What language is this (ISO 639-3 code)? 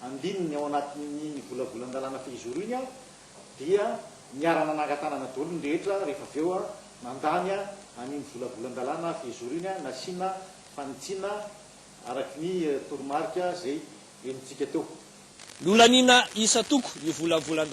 mlg